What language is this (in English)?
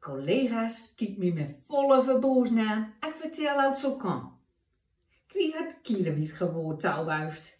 Gronings